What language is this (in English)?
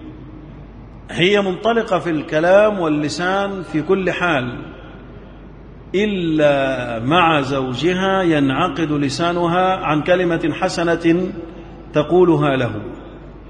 Arabic